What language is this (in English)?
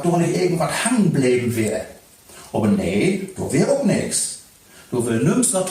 Low German